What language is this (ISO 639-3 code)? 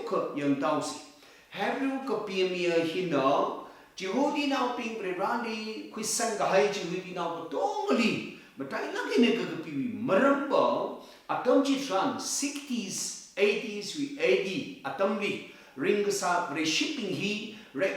nmf